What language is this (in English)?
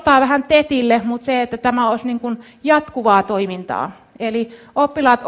Finnish